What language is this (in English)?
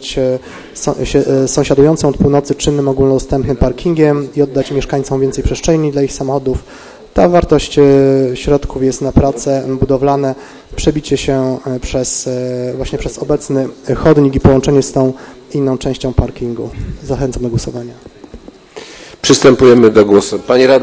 Polish